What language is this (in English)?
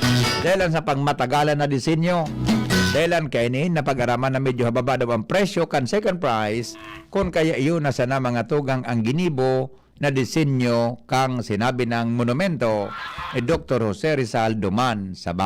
Bikol